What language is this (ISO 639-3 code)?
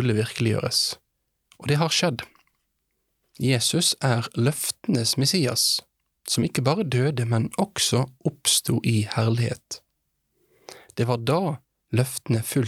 nor